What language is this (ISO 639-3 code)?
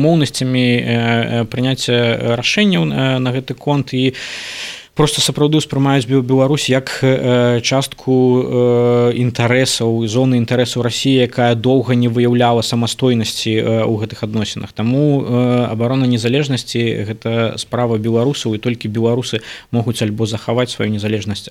bel